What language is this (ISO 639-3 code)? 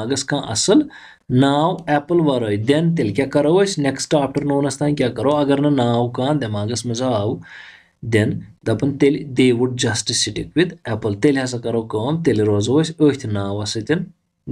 kas